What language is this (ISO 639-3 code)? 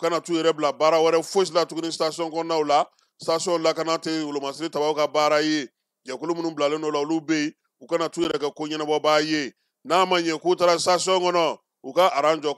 bam